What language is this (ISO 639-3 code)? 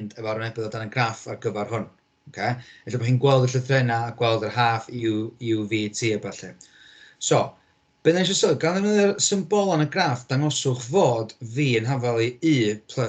cym